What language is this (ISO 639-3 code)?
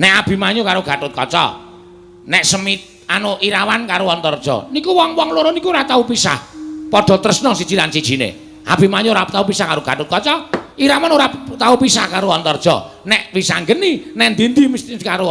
jav